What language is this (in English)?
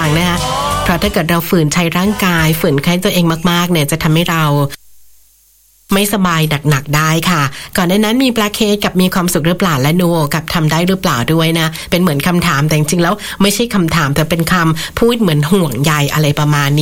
Thai